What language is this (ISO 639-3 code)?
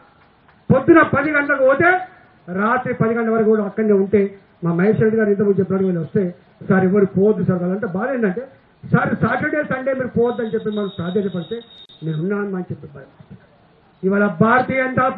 tel